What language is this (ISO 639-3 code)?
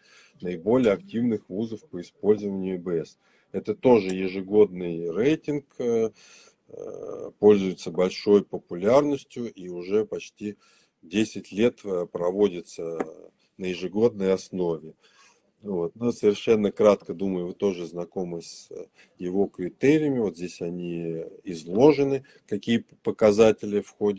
rus